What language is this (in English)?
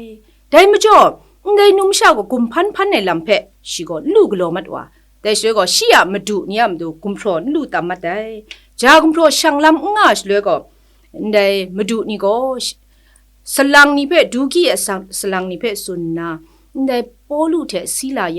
Kachin